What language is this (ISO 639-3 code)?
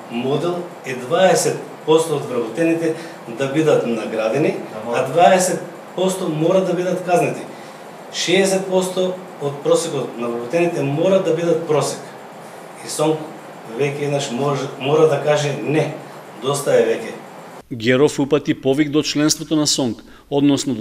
mkd